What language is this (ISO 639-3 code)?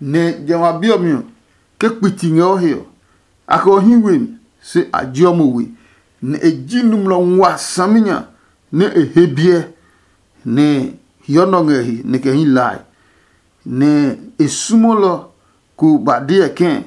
ada